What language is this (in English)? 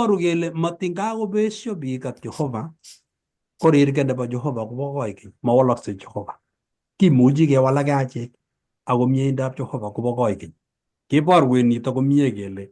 Kalenjin